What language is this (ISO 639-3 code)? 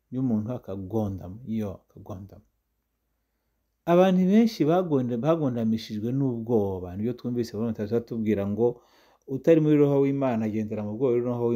kin